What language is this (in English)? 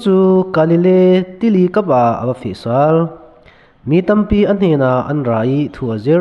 Falam Chin